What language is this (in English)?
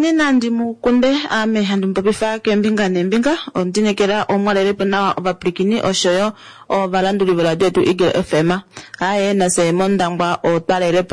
Kuanyama